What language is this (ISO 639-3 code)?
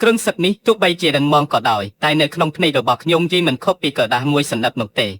khm